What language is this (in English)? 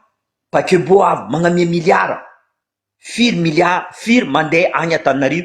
Malagasy